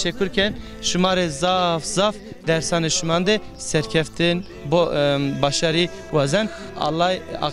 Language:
Zaza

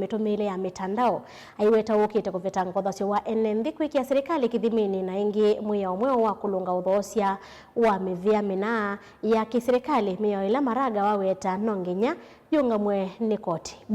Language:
Kamba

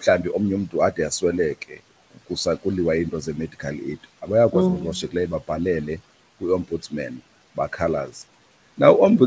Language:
Xhosa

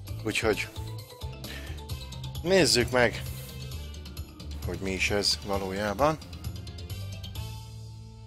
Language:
Hungarian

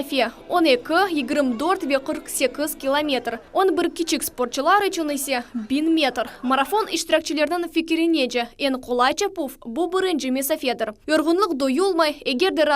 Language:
Crimean Tatar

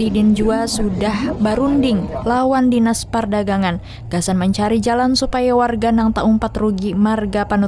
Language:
Banjar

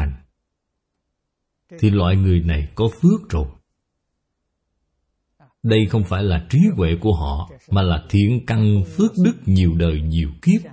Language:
Vietnamese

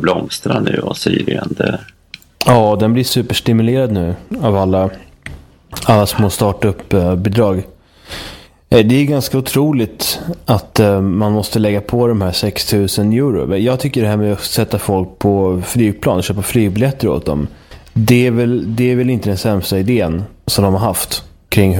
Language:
Swedish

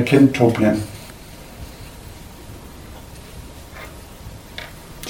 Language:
Danish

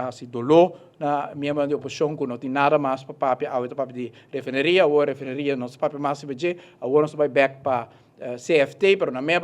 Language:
Papiamento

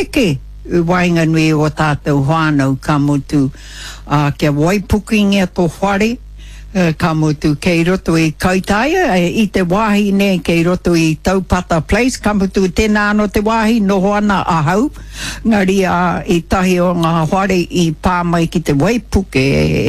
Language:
Māori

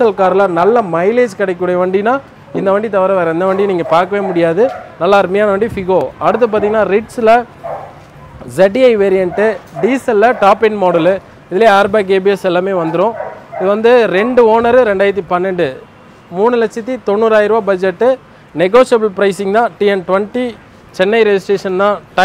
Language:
Tamil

